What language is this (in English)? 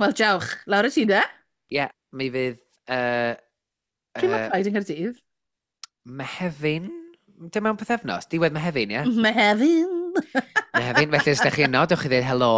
Welsh